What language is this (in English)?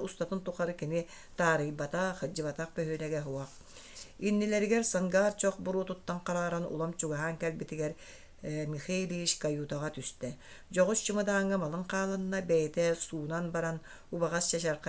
Yakut